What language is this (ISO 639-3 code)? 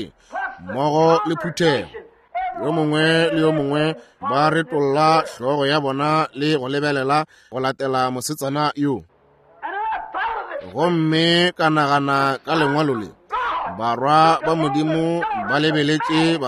nso